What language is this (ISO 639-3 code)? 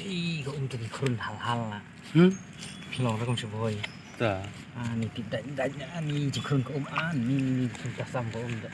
kha